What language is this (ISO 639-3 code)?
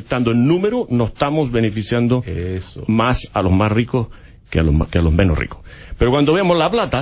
spa